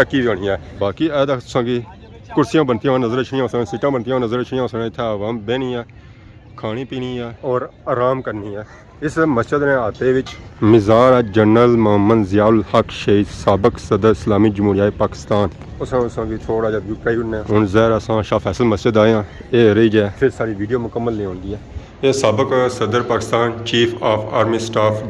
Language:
Pahari-Potwari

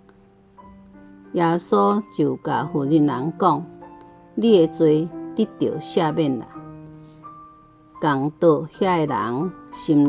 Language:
Min Nan Chinese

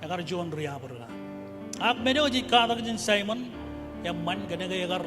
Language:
Marshallese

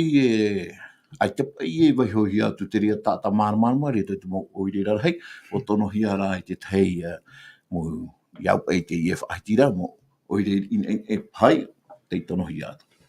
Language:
Tahitian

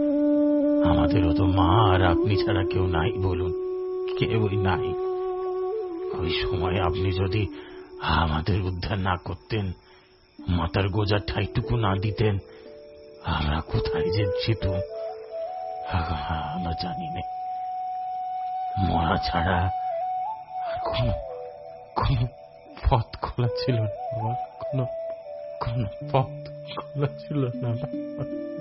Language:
Bangla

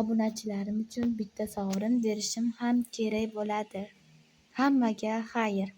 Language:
Uzbek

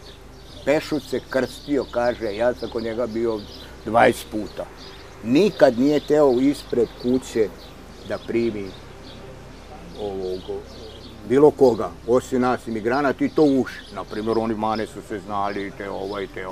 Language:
Serbian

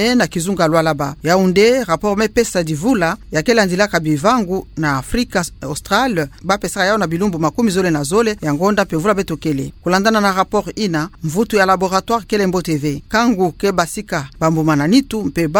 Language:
Kituba (Democratic Republic of Congo)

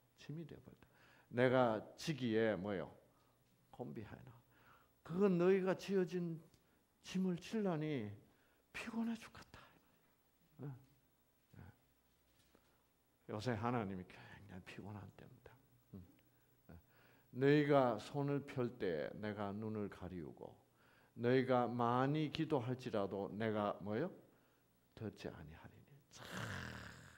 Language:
Korean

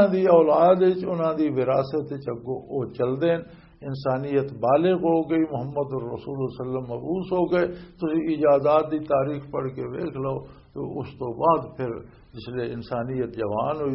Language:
Western Panjabi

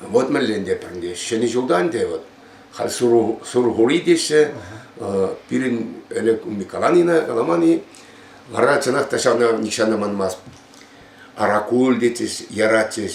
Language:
Chuvash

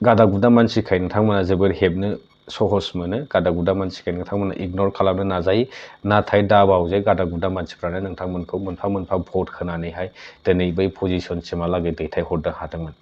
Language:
Bodo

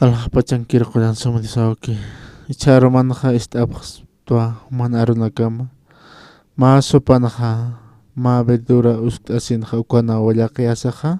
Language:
Aymara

